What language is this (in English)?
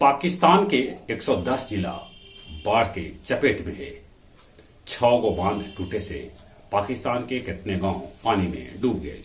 Magahi